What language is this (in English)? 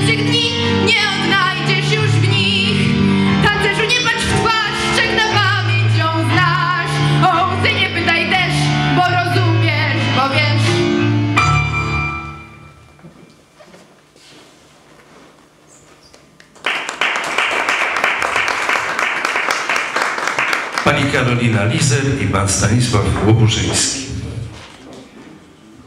Polish